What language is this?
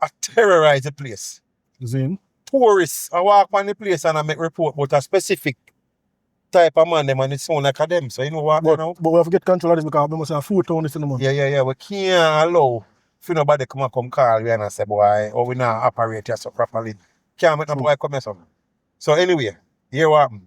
Jamaican Creole English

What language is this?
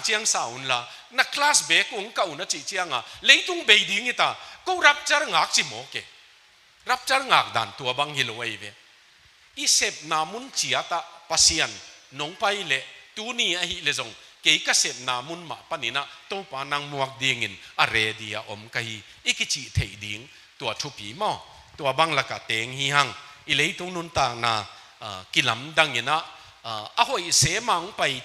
Tedim Chin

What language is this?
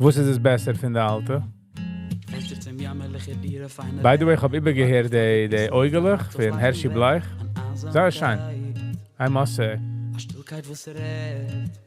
Yiddish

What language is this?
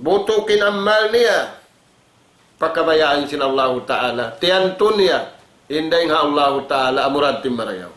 Tausug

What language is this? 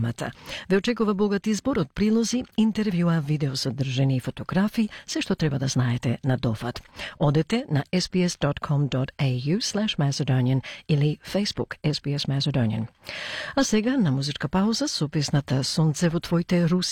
Macedonian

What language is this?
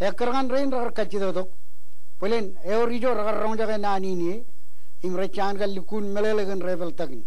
Marshallese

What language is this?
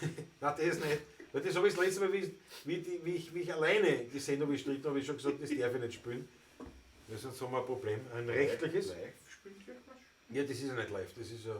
Bavarian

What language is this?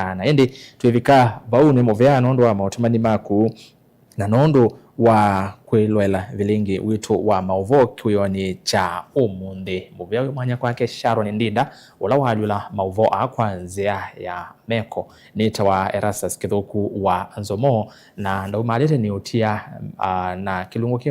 Kamba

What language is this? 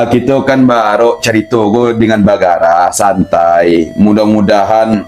Minangkabau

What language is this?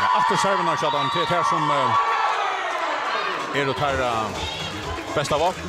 Faroese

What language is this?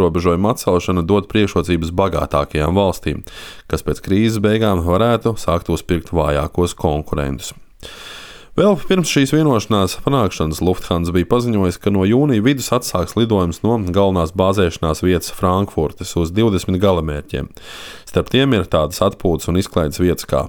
Latvian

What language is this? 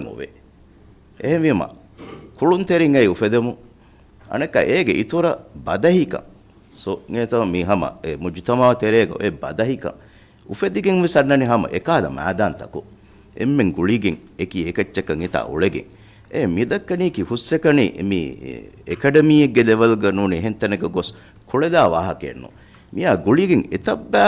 Divehi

